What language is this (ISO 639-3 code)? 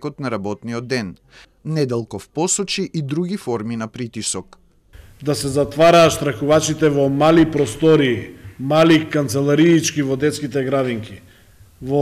mkd